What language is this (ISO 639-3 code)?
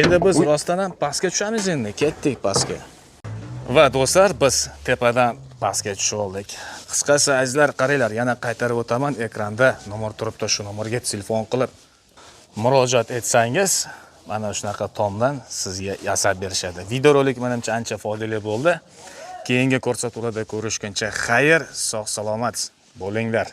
uzb